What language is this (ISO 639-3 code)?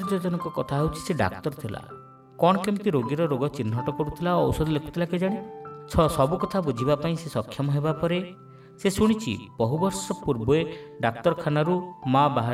ori